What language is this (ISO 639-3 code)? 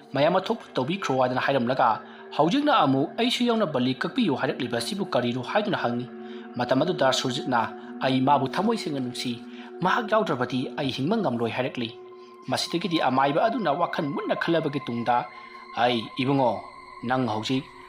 mni